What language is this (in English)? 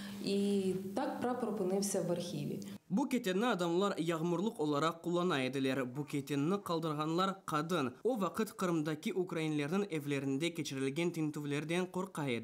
Crimean Tatar